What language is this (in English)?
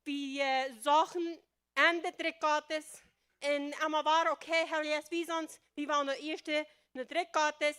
Plautdietsch